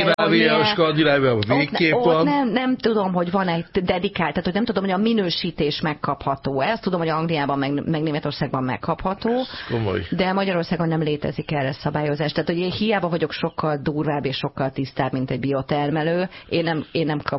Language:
Hungarian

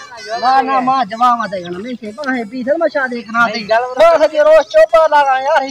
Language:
Saraiki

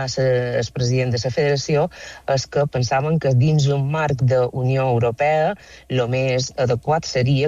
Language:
Catalan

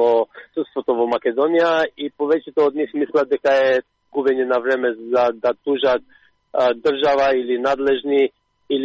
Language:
Macedonian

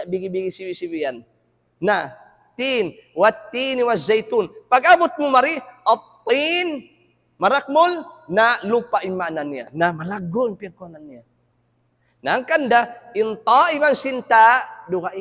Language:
Tausug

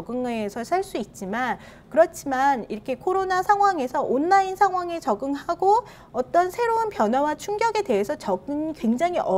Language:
Korean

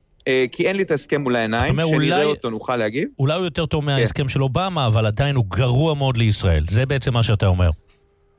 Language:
Hebrew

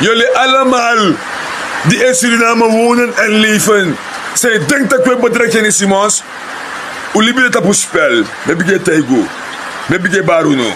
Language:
Sranan Tongo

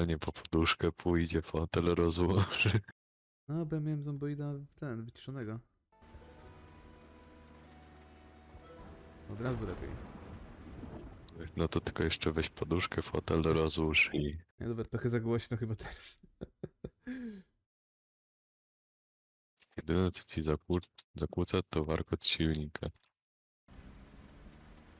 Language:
Polish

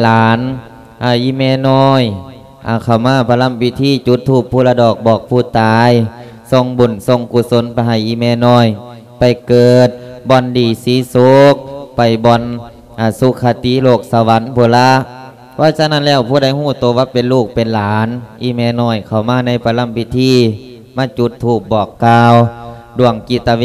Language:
Lao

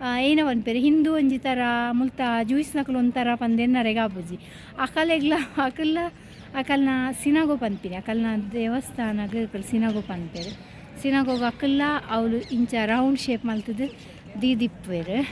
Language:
Tulu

